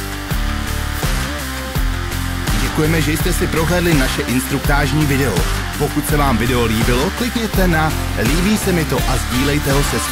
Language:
Czech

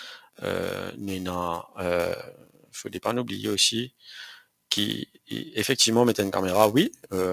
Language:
Morisyen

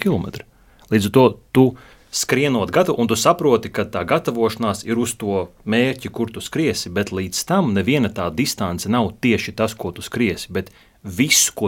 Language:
Latvian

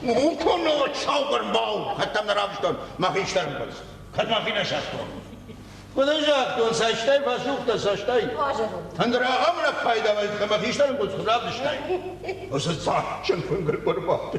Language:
Ossetic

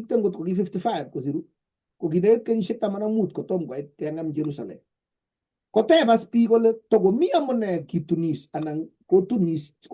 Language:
Kalenjin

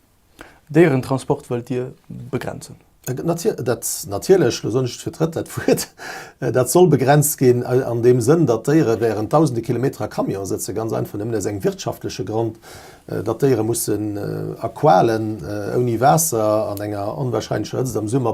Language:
Luxembourgish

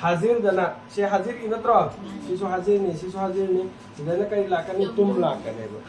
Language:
Manipuri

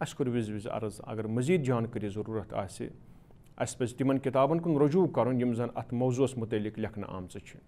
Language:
Kashmiri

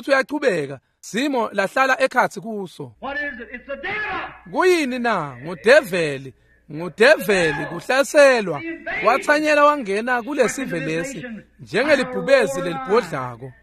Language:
Swati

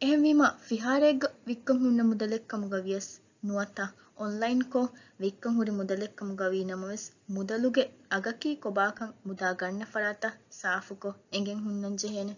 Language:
Divehi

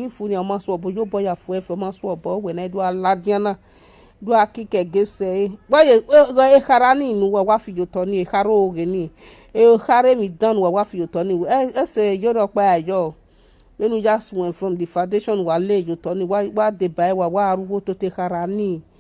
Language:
Nigerian Pidgin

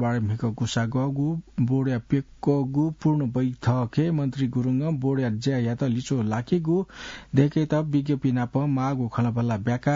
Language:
Newari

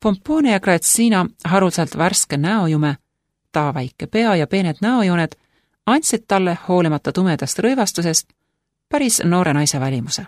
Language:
Estonian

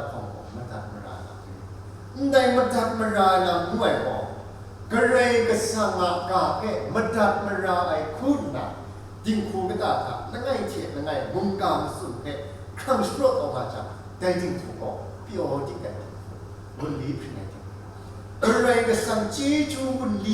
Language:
Kachin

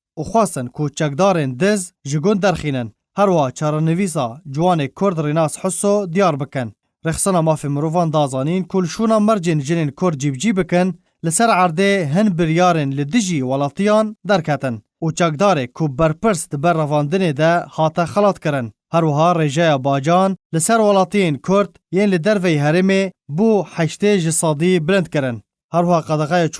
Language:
Kurdish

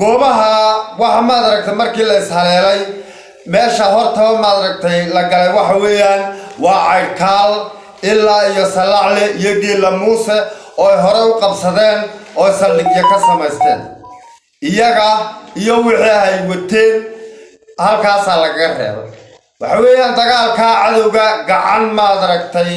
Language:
Somali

